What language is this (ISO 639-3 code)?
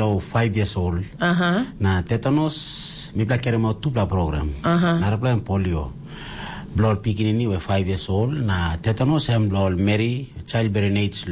tpi